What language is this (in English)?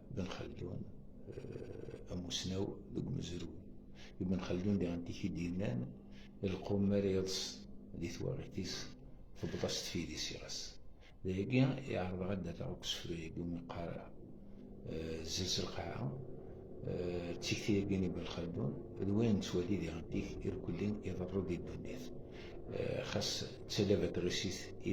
Kabyle